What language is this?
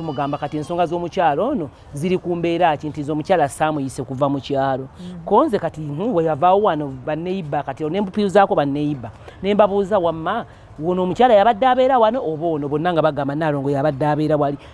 Ganda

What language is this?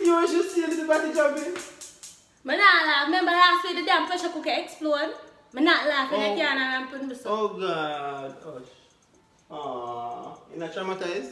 Jamaican Creole English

